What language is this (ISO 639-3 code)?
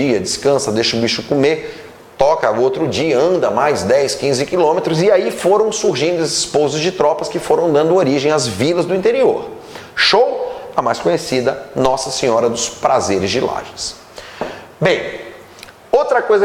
por